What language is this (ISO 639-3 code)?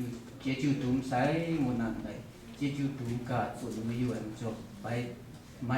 kac